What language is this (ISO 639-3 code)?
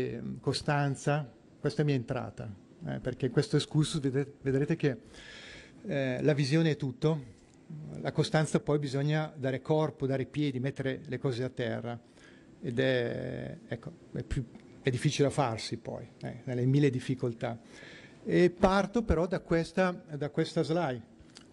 ita